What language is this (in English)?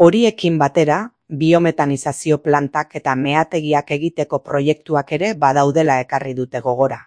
Basque